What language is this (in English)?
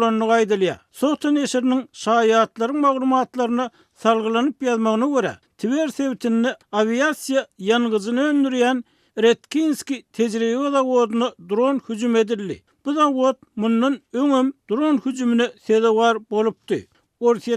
Turkmen